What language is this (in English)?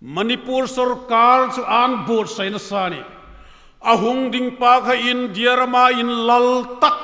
Hmar